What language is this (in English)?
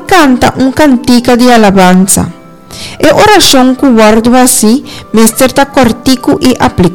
Papiamento